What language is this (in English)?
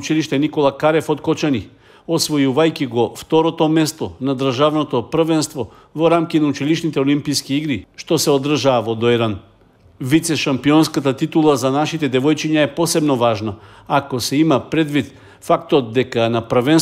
Macedonian